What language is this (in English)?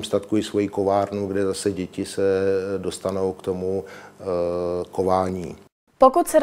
Czech